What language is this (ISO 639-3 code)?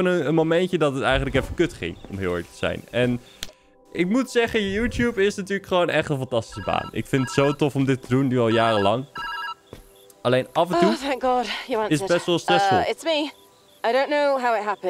nld